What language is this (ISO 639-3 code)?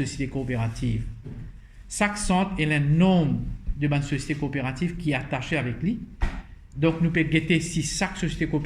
mfe